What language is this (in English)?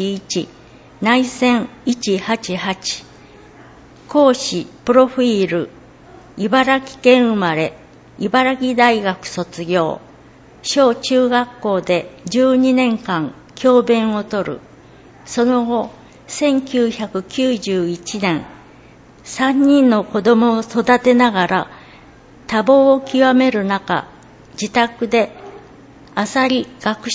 Japanese